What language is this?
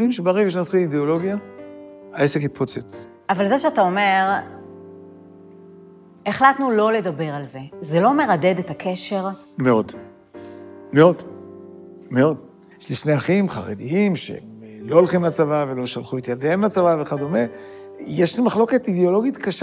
Hebrew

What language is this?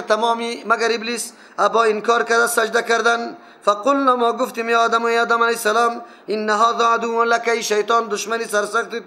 Persian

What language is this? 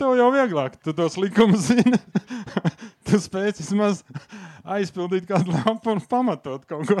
Latvian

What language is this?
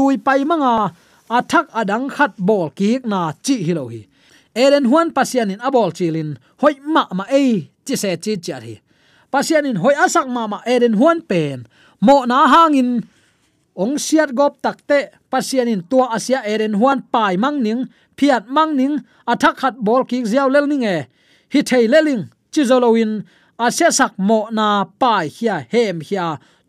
Tedim Chin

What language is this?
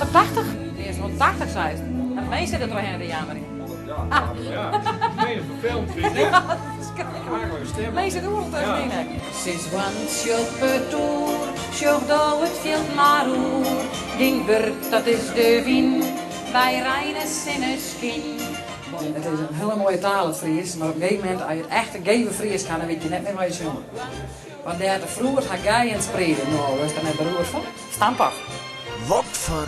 Western Frisian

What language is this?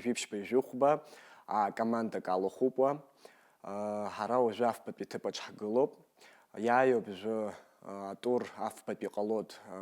Abkhazian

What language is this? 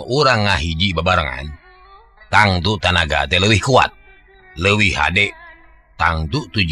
Sundanese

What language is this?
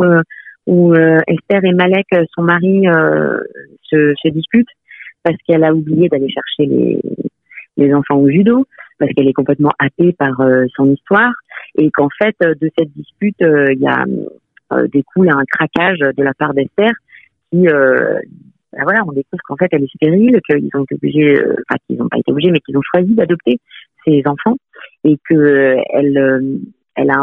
French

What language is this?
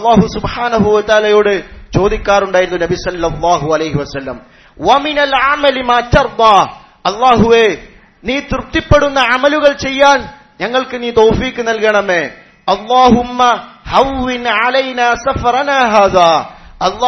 Malayalam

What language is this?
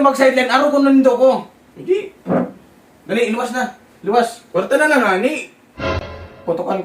Bikol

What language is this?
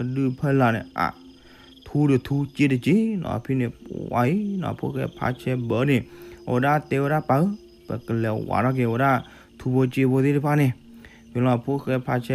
S'gaw Karen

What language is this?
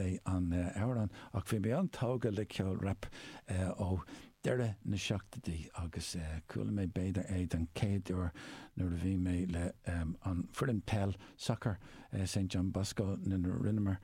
Irish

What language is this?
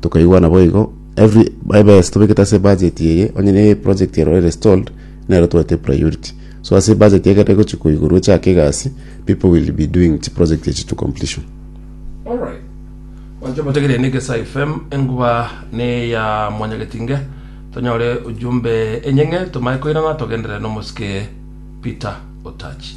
Gusii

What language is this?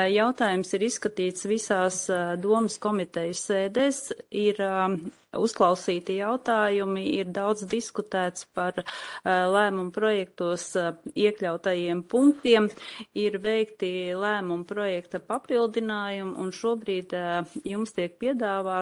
Latvian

